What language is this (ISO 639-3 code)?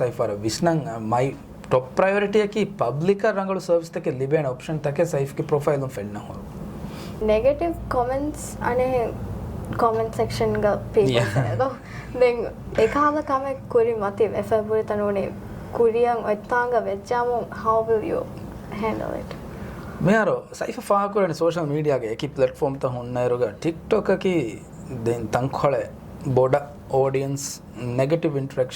div